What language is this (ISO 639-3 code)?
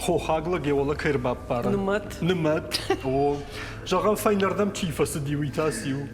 oss